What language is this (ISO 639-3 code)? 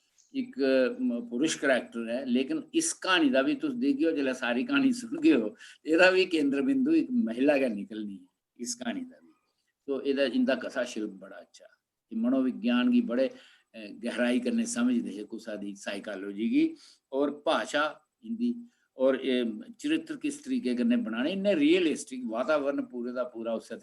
doi